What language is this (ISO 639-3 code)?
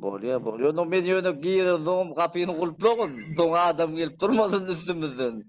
tuk